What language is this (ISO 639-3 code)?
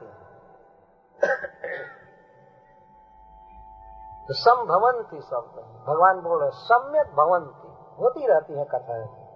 hin